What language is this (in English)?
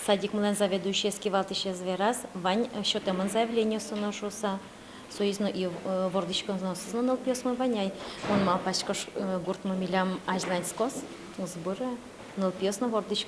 Udmurt